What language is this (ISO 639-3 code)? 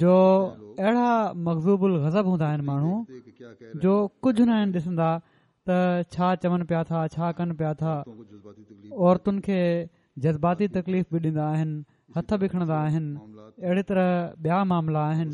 snd